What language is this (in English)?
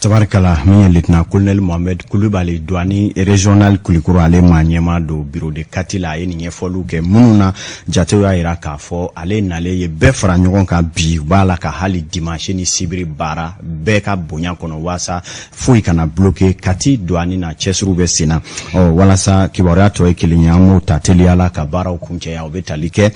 Bambara